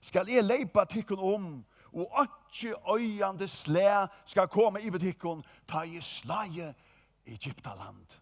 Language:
Faroese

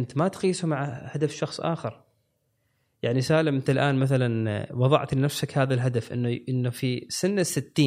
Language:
Gulf Arabic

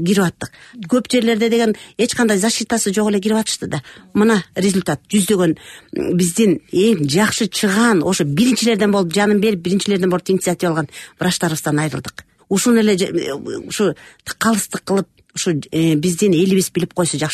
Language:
Kyrgyz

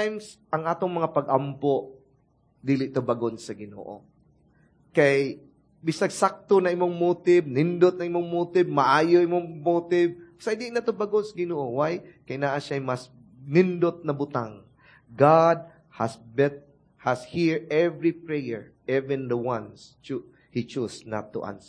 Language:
Cebuano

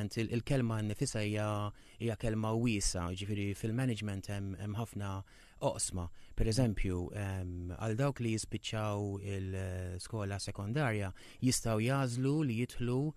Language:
Maltese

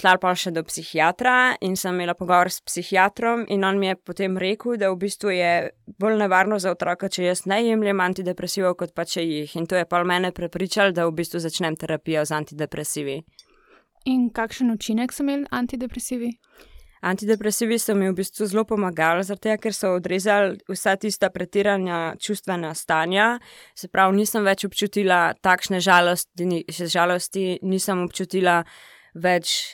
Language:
Slovenian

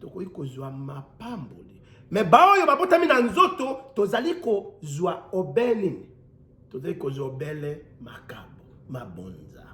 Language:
Lingala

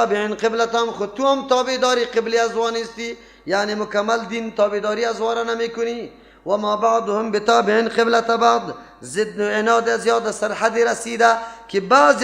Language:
Persian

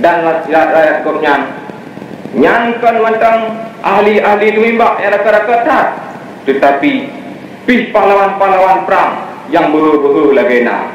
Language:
Achinese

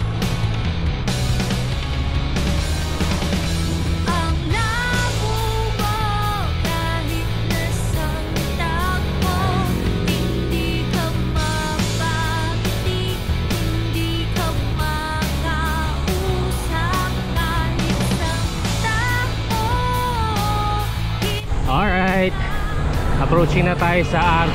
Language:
Filipino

